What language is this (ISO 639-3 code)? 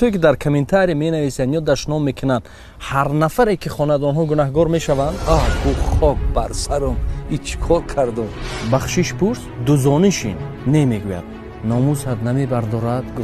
tgk